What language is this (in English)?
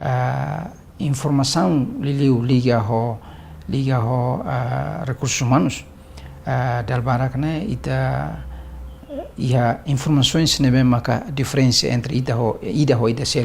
Tetum